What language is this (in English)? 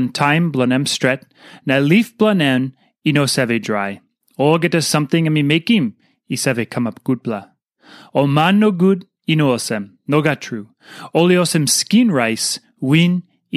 Tok Pisin